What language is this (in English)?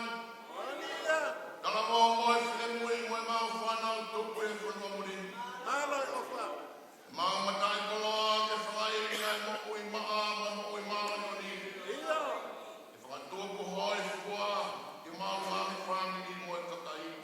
Tongan